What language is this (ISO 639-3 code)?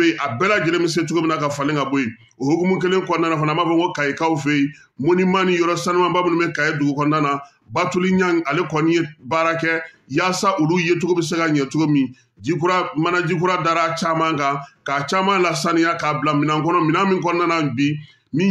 bam